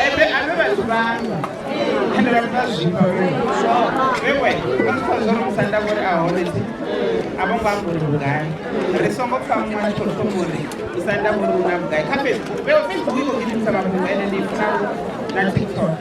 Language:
Venda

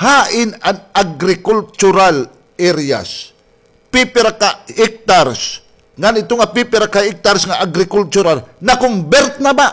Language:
Waray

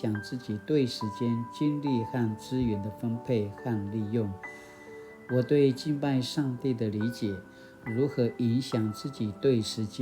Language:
Paiwan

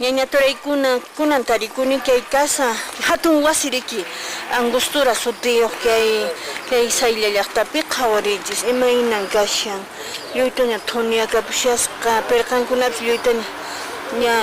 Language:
Quechua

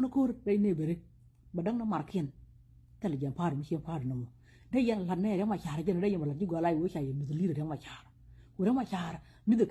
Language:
Nuer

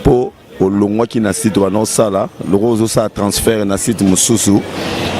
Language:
Lingala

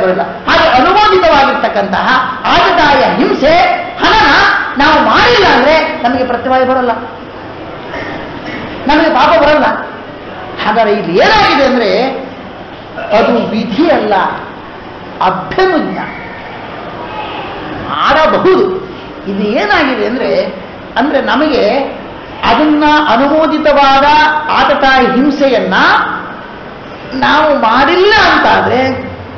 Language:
Kannada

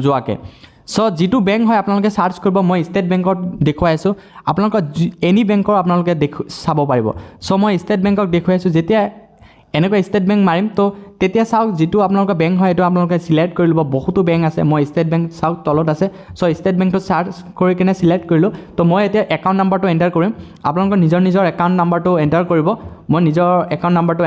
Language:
Assamese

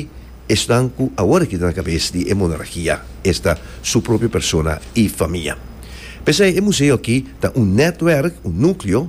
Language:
Papiamento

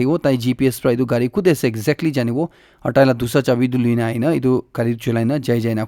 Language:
Naga Pidgin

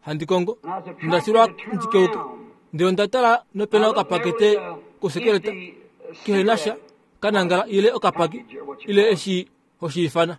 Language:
Kuanyama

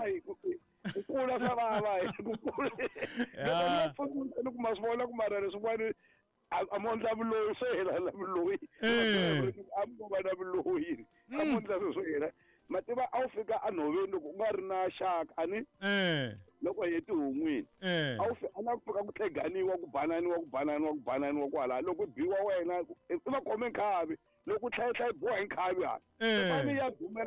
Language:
Tsonga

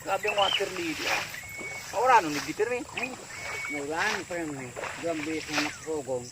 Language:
Bikol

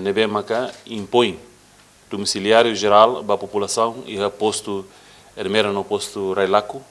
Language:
Tetum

